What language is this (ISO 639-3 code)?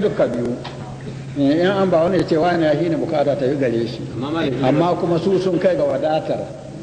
hau